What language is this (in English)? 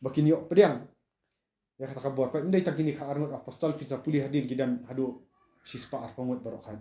Khasi